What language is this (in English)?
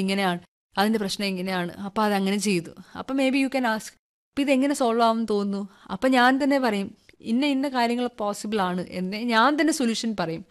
Malayalam